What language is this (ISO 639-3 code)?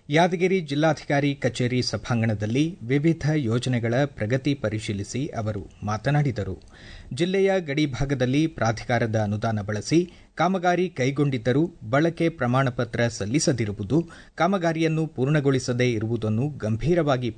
kan